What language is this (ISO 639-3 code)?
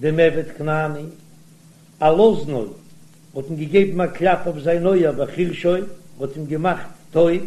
yid